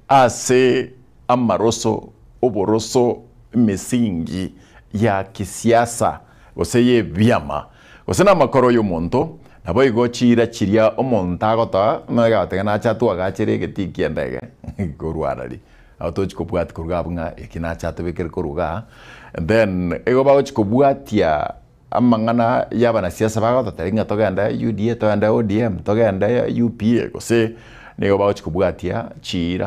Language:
Gusii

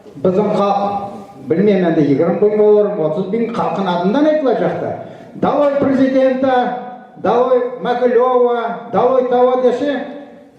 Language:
Crimean Tatar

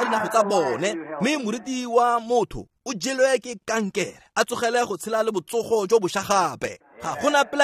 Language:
Tswana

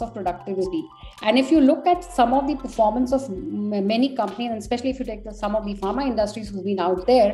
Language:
English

